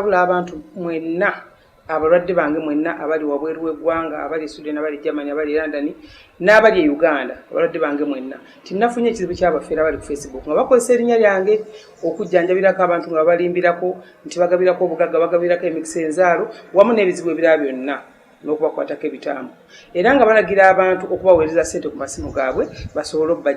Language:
Ganda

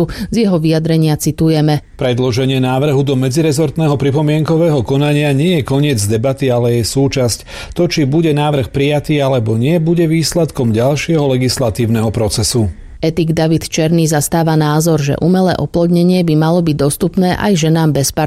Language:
Slovak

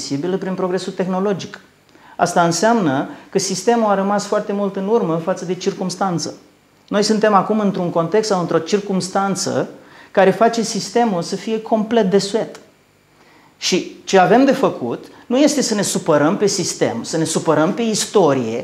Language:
Romanian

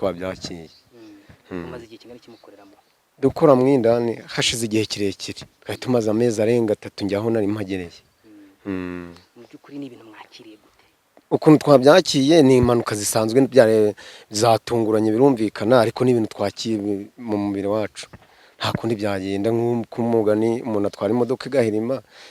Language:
Kinyarwanda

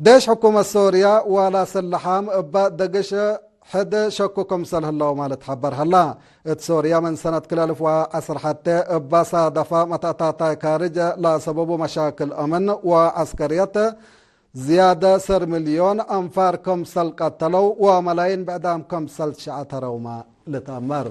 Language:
Tigre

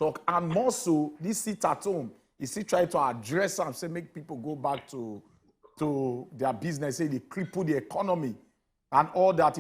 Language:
Nigerian Pidgin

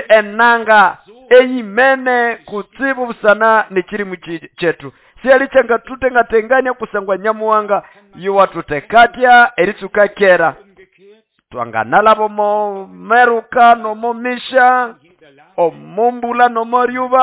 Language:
Nande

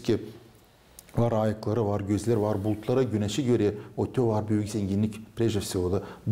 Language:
Gagauz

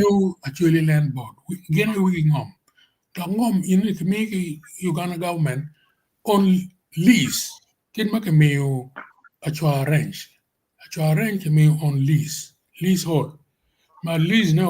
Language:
Acoli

